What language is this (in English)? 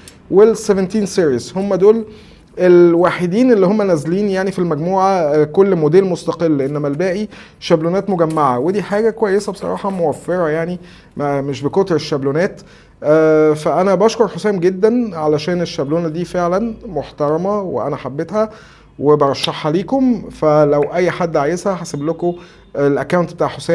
Egyptian Arabic